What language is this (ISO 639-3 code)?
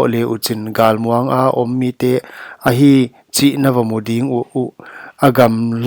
pck